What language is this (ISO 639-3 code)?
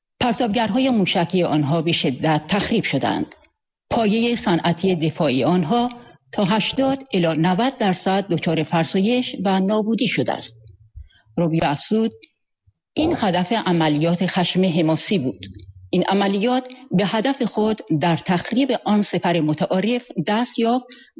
fas